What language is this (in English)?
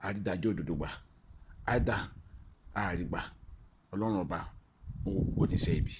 Yoruba